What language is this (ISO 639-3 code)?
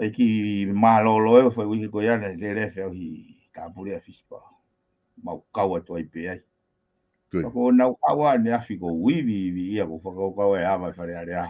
ton